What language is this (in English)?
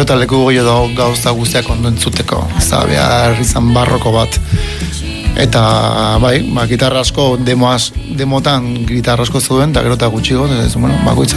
Basque